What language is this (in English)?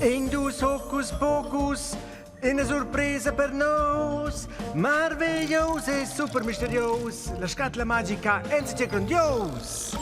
Romansh